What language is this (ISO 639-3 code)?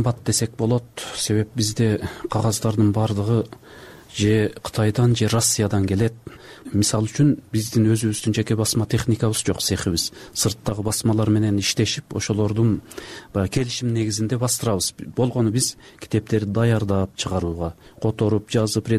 kir